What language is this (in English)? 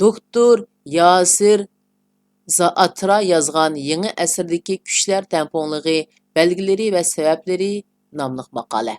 Uyghur